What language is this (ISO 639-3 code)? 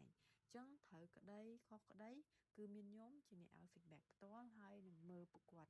khm